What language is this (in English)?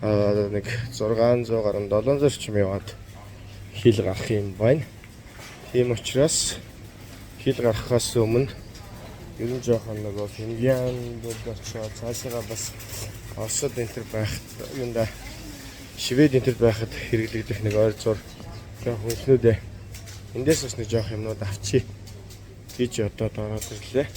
Mongolian